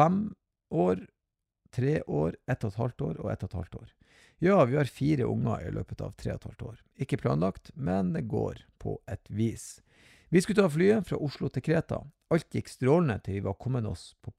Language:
Norwegian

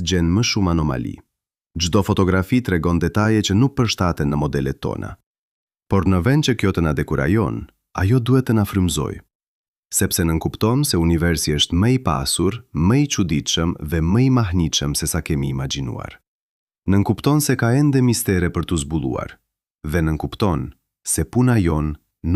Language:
Albanian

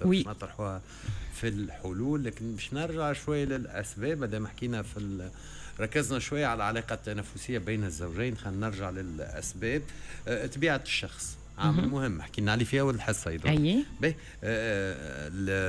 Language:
Tunisian Arabic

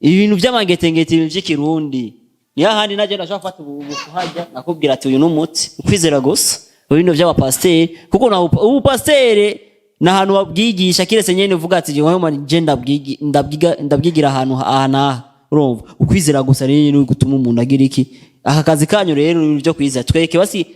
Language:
Rundi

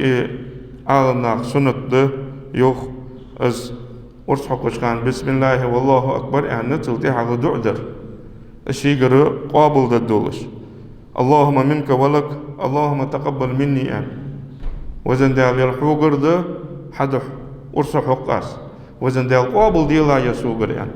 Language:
Ingush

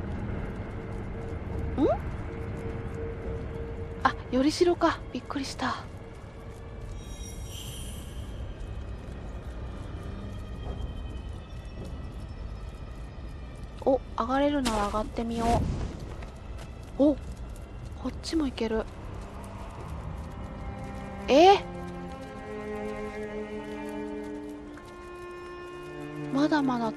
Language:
Japanese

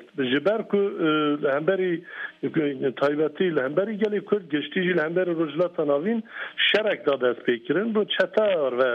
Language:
Kurdish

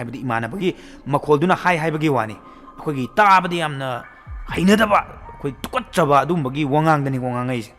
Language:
Manipuri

